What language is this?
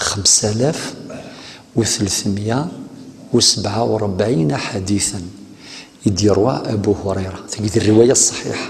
Kabyle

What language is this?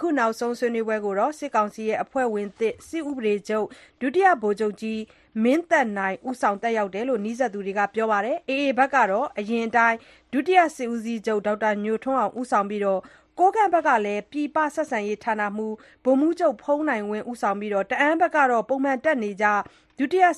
Burmese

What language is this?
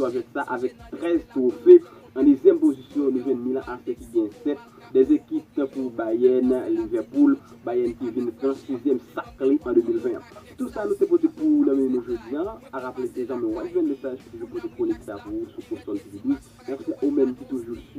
Haitian Creole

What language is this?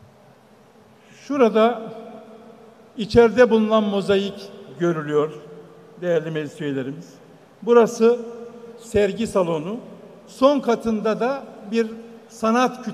Turkish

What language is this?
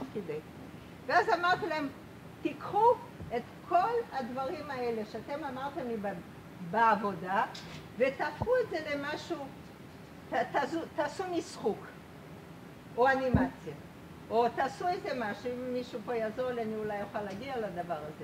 Hebrew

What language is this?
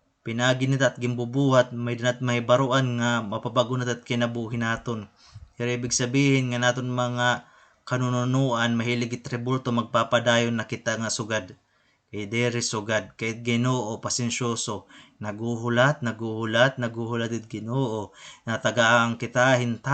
Waray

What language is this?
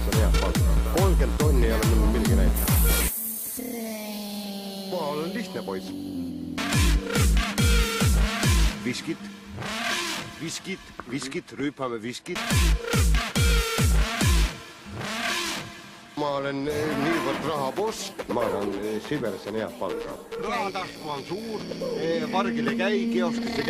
Estonian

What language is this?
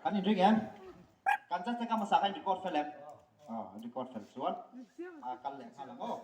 Mizo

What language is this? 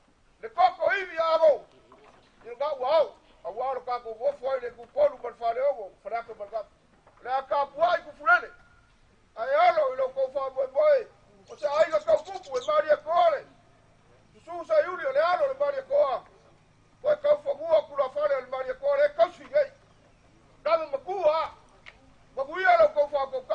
Samoan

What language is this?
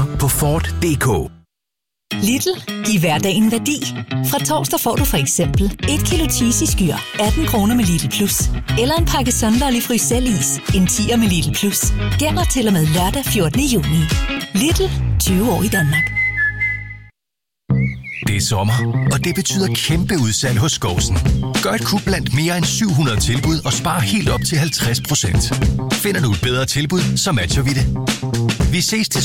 Danish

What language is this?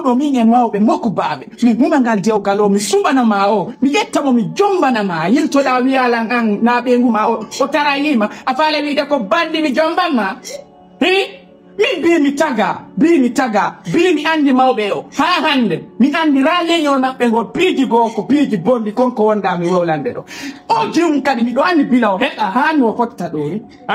Pular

